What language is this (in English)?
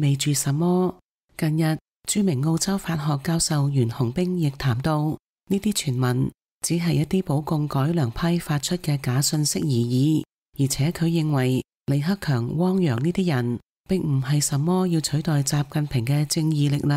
Cantonese